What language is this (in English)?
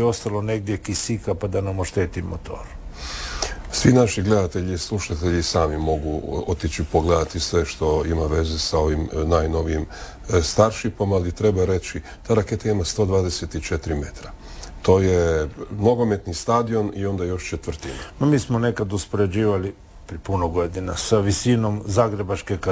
Croatian